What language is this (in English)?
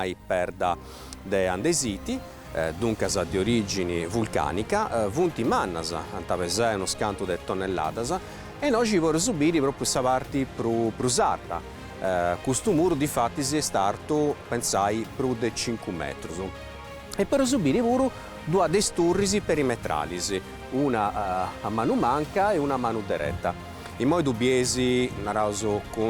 Sardinian